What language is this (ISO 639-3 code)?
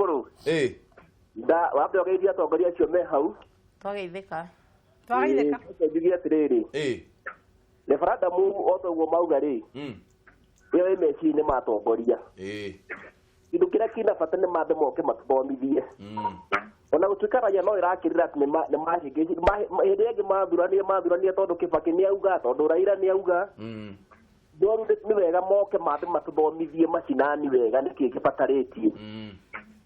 kik